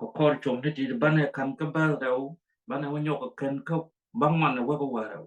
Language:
Nuer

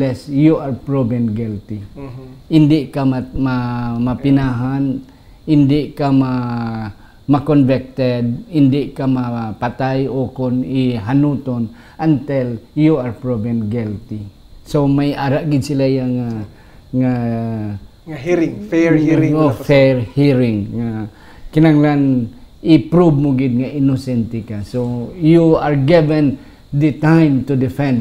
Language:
Hiligaynon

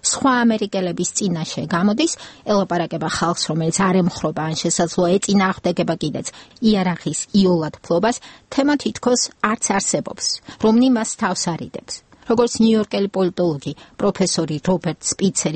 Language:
Georgian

